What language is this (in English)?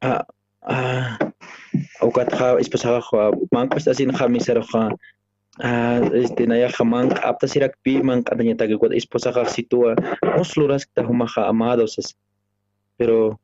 Aymara